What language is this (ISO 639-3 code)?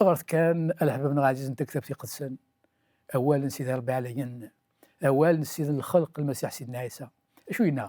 kab